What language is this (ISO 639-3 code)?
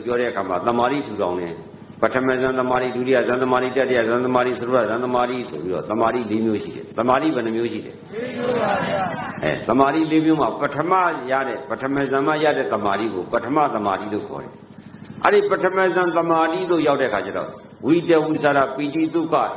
mya